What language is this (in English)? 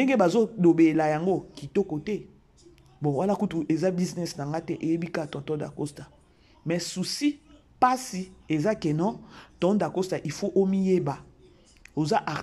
Lingala